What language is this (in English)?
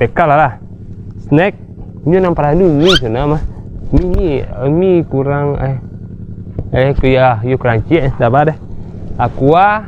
Minangkabau